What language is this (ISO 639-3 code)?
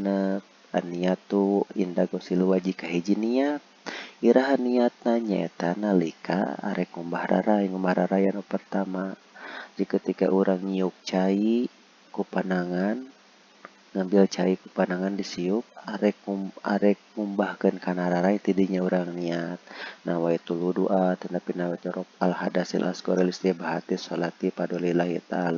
sun